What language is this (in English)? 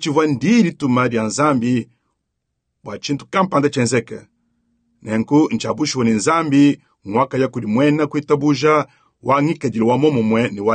Luba-Lulua